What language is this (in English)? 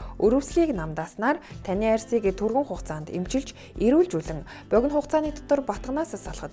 Mongolian